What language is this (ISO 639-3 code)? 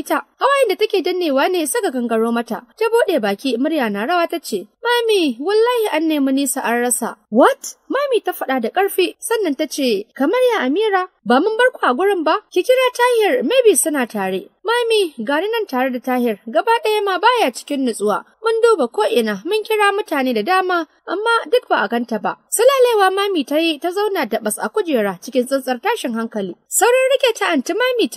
hau